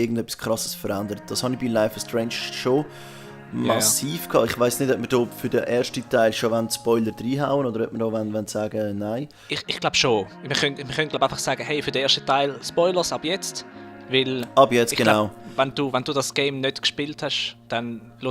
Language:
Swiss German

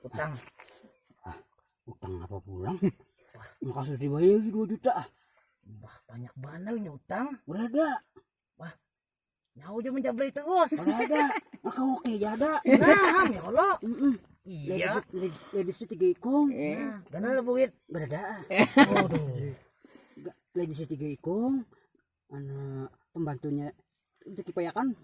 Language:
Banjar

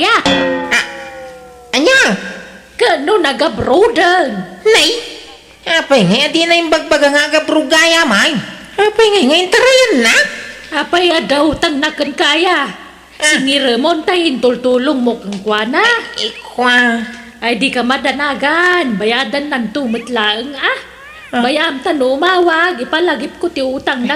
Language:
Iloko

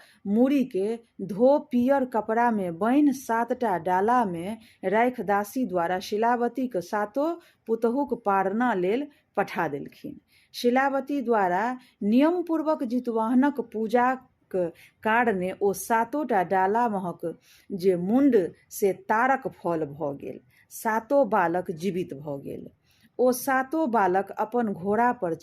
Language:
Maithili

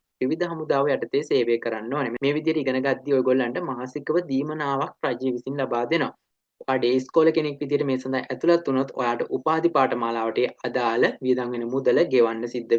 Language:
Sinhala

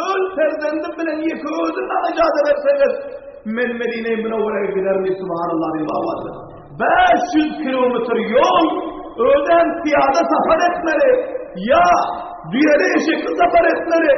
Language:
Turkmen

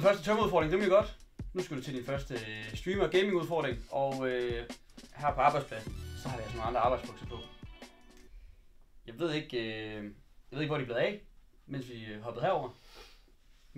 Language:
Danish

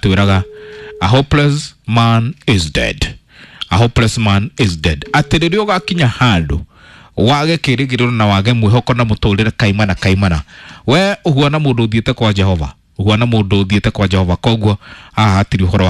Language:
Kikuyu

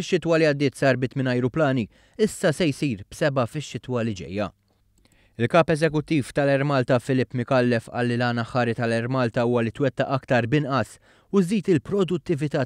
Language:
Maltese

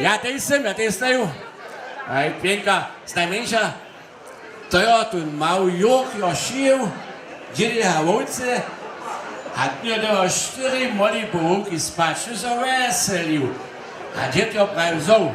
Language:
Upper Sorbian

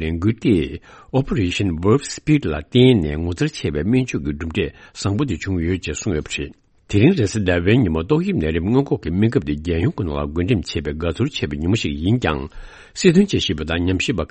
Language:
Tibetan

